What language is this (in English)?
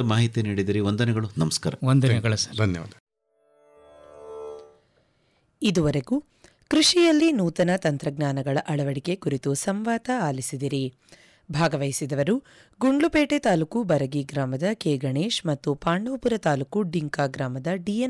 Kannada